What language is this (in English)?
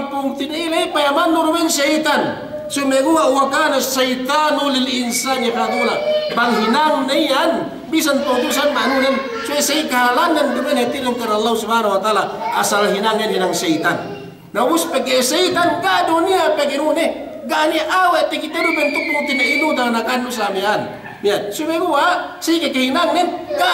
Yakan